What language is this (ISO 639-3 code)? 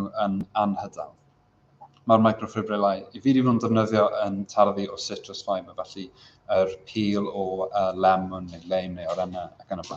cym